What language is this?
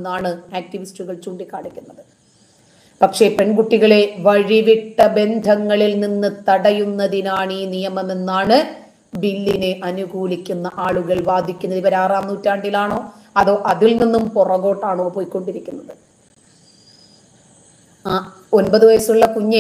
Malayalam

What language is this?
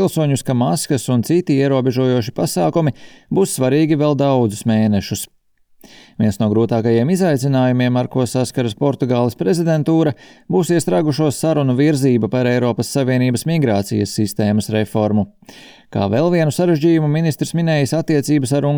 Latvian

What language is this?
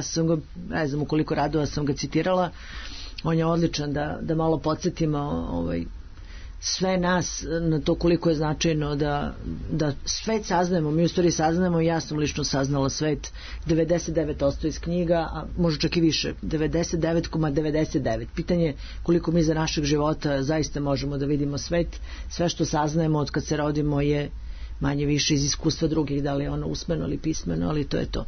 Serbian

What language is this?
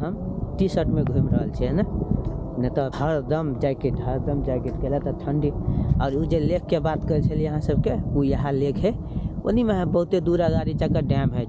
Maithili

